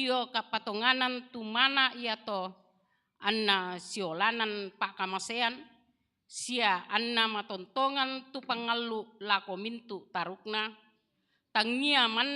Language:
Toraja-Sa'dan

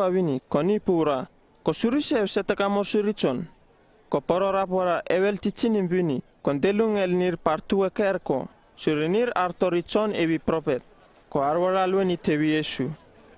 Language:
Uripiv-Wala-Rano-Atchin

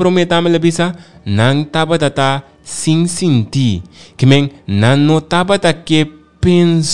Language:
Papiamento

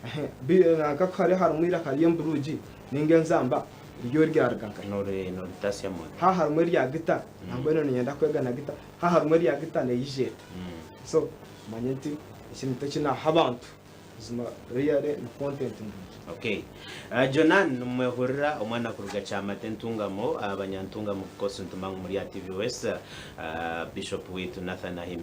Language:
Nyankole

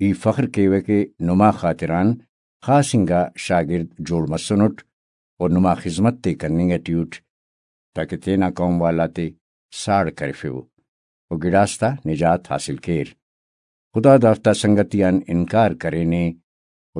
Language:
Brahui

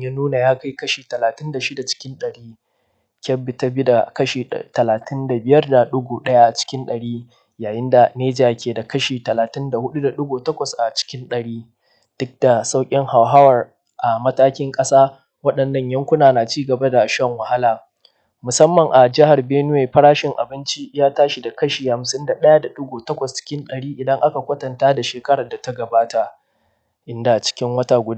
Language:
Hausa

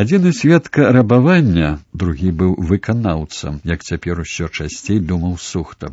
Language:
Belarusian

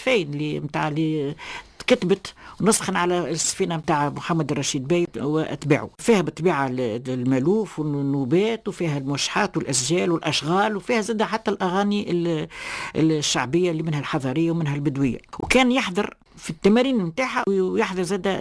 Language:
Tunisian Arabic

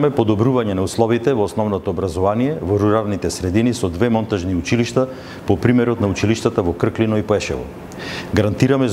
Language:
Macedonian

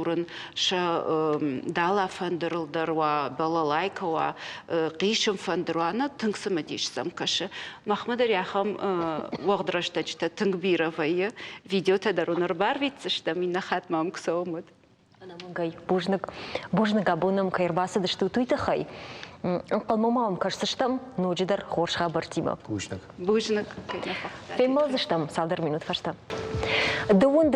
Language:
Ossetic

